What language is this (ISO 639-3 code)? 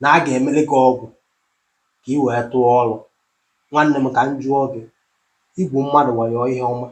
ibo